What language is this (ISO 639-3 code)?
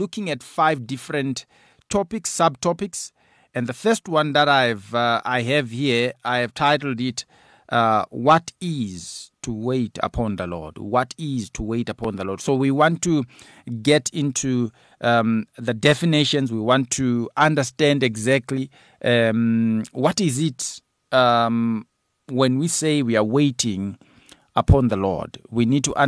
eng